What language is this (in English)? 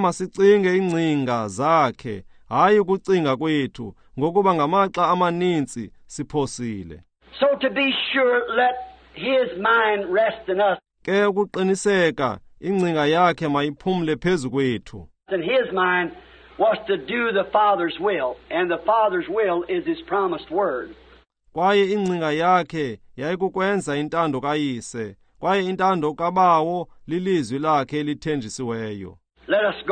Xhosa